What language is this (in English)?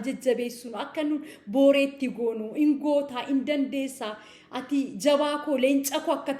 Oromo